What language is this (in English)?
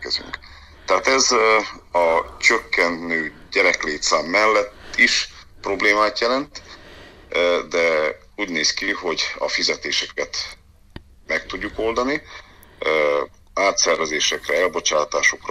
Hungarian